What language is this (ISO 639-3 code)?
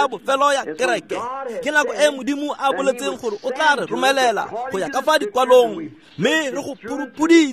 tsn